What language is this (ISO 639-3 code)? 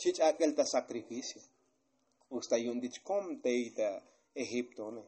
tzo